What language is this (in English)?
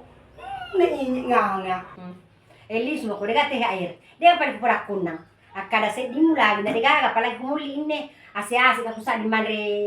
Buginese